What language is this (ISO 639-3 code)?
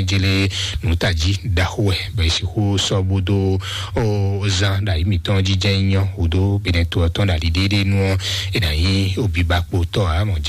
fon